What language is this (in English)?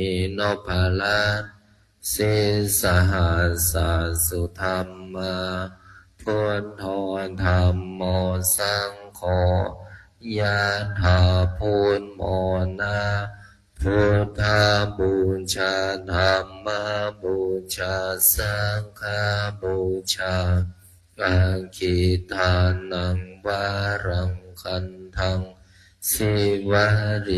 Pali